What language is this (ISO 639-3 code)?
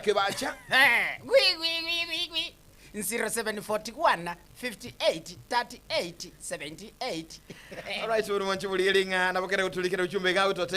guz